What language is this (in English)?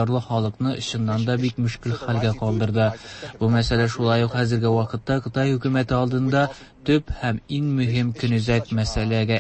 Tatar